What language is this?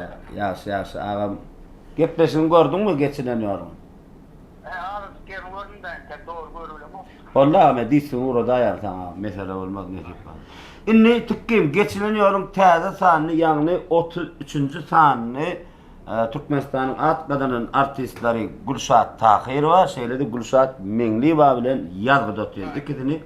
Turkmen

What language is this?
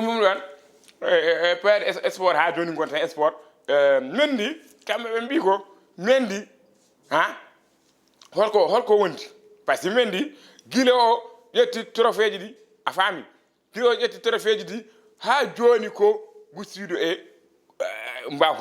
Fula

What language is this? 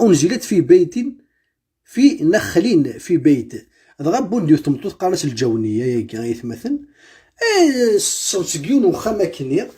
Kabyle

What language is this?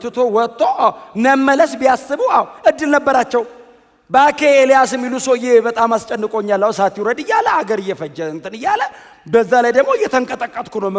Amharic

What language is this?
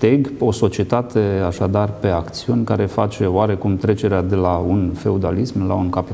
Romanian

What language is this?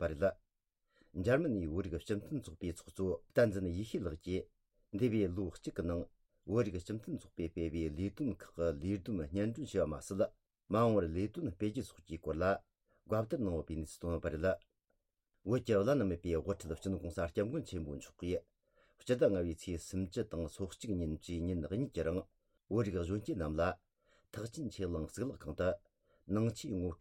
Tibetan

